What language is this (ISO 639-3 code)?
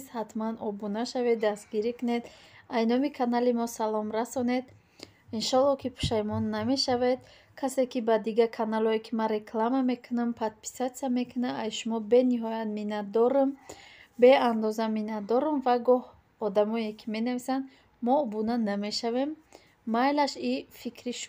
tgk